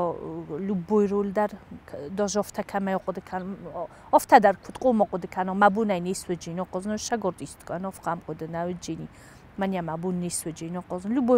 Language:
Ossetic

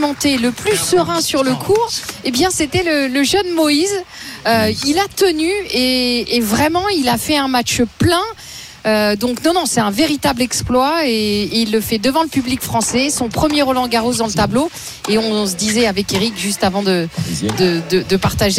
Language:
French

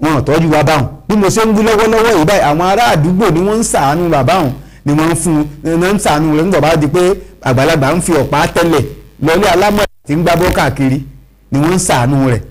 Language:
Yoruba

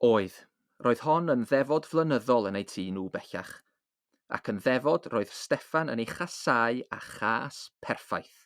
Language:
Welsh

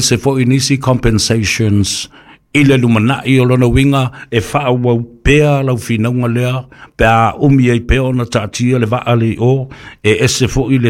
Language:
Samoan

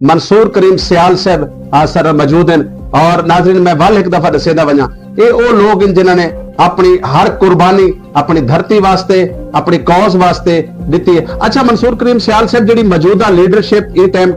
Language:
Saraiki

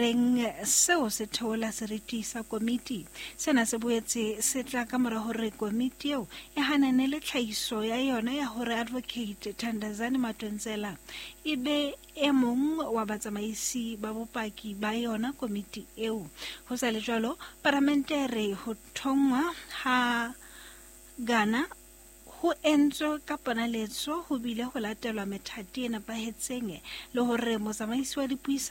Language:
Southern Sotho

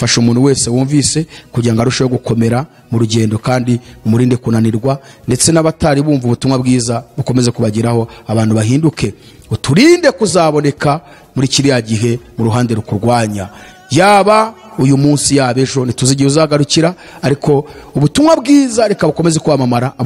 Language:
Kinyarwanda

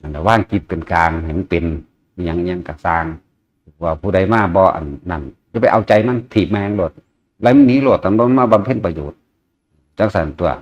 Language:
Northeastern Thai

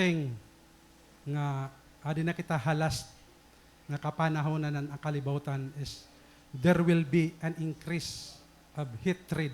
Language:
Waray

